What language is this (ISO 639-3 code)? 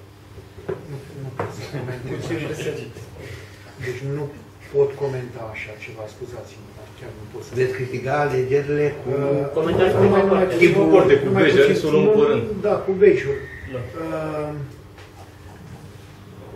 ron